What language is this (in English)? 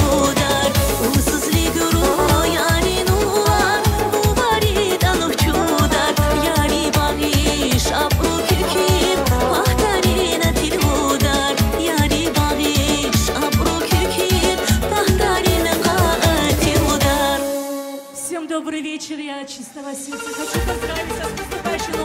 Tabassaran